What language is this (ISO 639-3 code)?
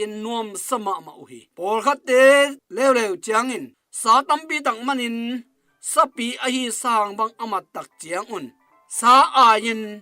ctd